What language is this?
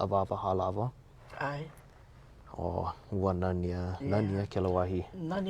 Hawaiian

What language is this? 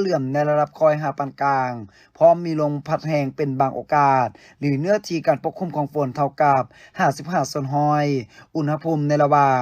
Lao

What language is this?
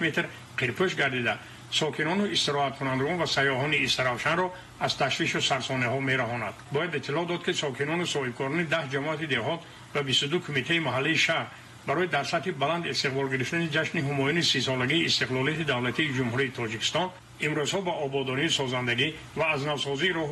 Tajik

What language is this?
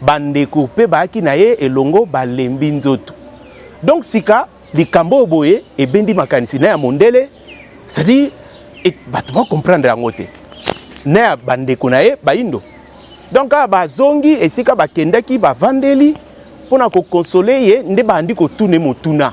Lingala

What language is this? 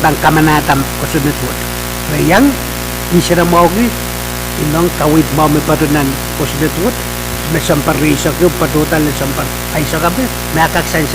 Pohnpeian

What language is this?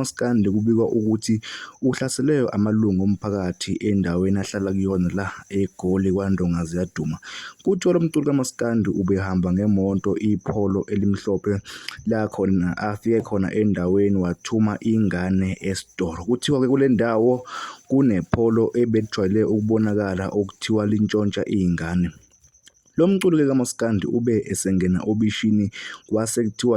Zulu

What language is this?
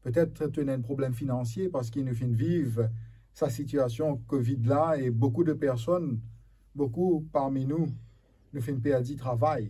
Morisyen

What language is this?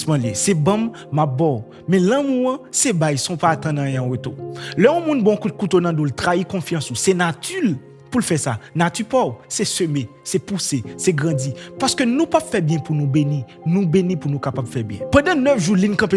Haitian Creole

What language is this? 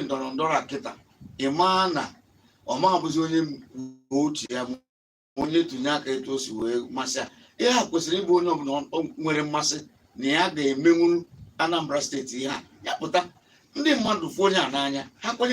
Igbo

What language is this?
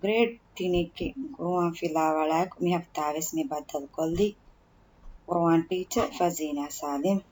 Divehi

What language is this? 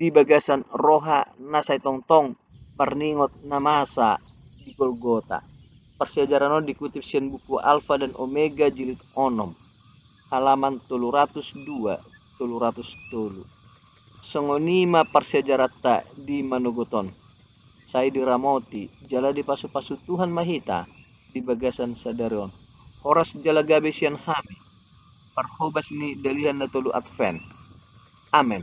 Batak Toba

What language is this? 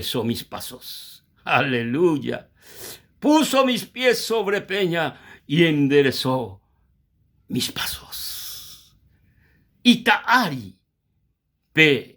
Guarani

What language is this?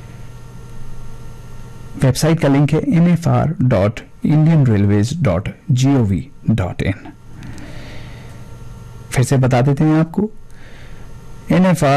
Hindi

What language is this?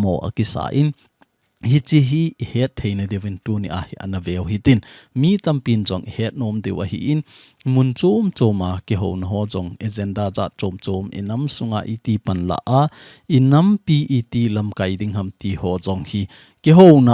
Thado Chin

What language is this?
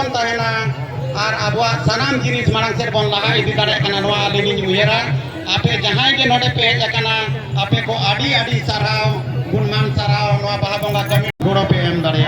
Santali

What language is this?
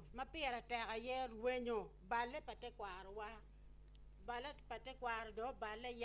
Acoli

